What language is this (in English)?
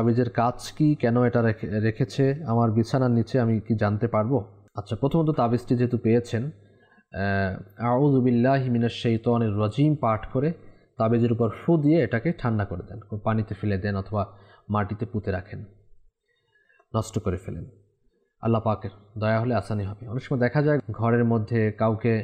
Bangla